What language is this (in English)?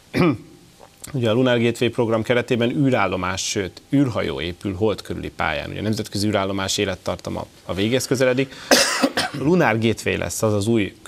Hungarian